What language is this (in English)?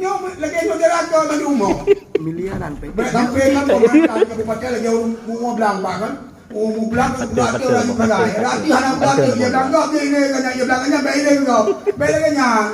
Achinese